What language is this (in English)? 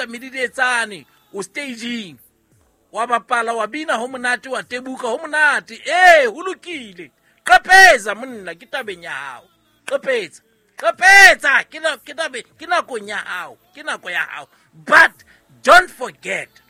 Southern Sotho